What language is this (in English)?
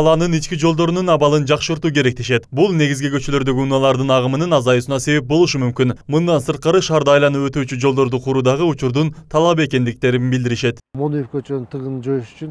Kyrgyz